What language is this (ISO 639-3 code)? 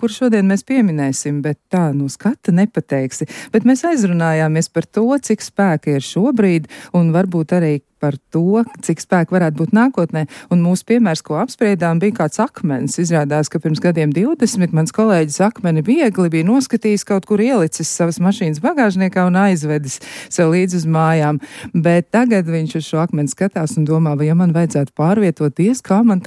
lav